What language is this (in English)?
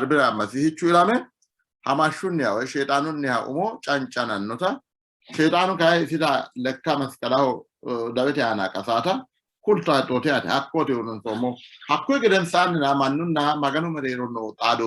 Sidamo